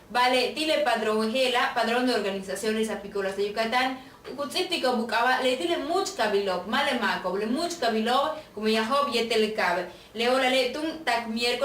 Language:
Yucateco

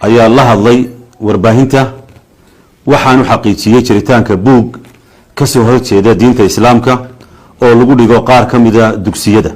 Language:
Somali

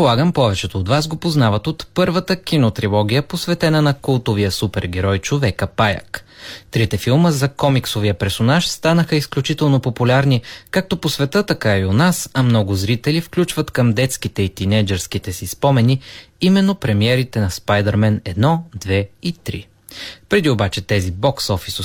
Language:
Bulgarian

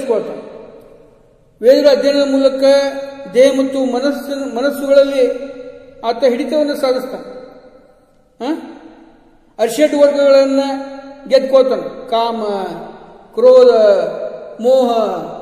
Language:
Kannada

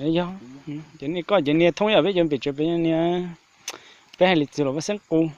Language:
Hmong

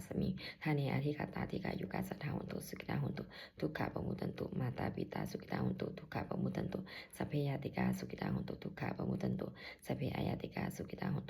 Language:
Pali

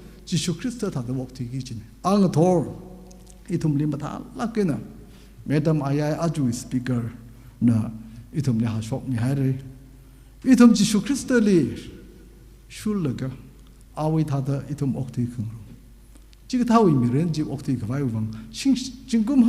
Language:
Tangkhul Naga (India)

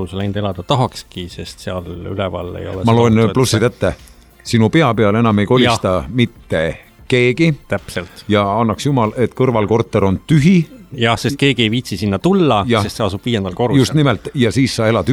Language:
Estonian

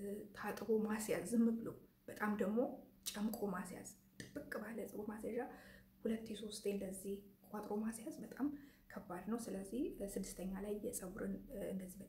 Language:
Amharic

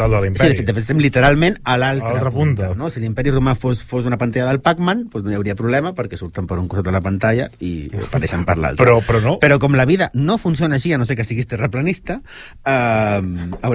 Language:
Catalan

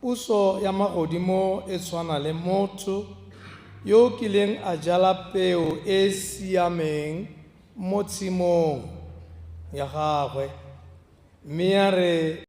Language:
Tswana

